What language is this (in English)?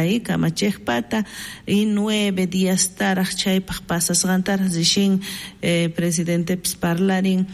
South Bolivian Quechua